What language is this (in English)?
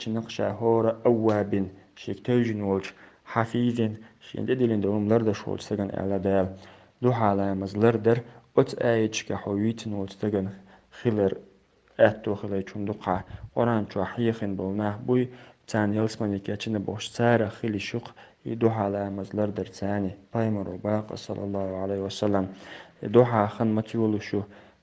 Chechen